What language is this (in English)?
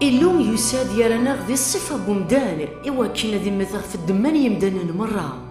Kabyle